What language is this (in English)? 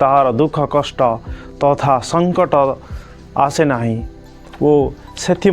Odia